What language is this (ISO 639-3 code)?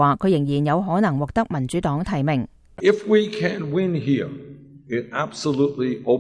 yue